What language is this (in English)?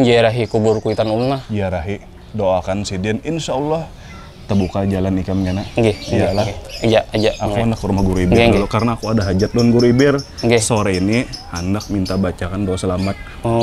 Banjar